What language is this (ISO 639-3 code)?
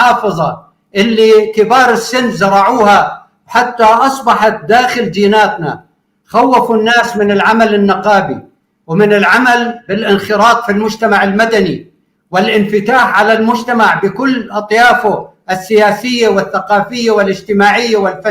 apc